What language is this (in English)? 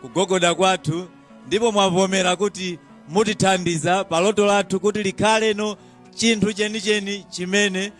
Nyanja